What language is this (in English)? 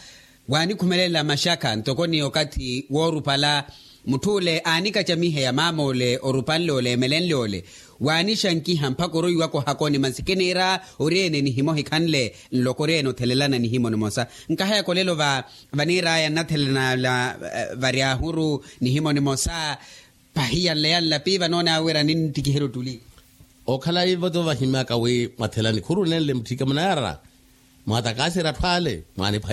Makhuwa